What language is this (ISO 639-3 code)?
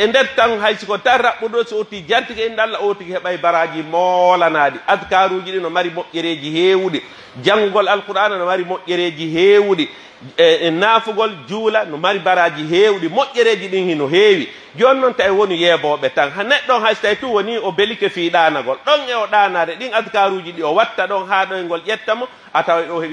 fuf